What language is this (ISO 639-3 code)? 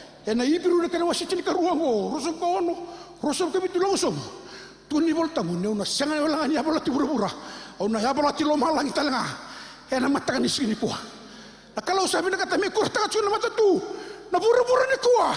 fij